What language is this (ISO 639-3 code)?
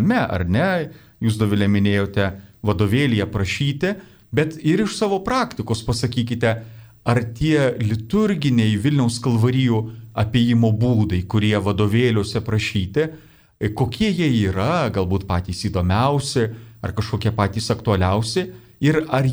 lit